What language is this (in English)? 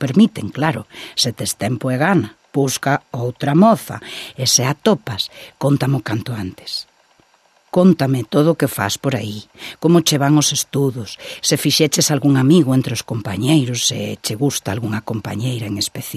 Galician